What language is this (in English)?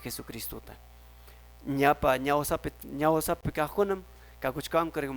Quechua